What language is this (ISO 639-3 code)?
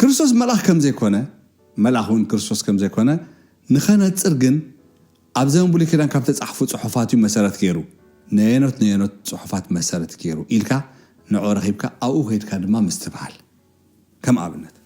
tir